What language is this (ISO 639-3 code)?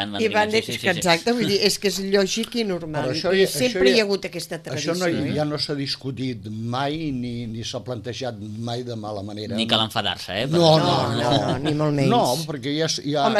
cat